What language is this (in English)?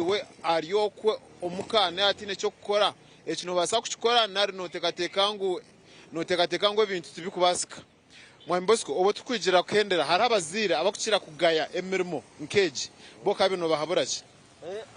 Nyankole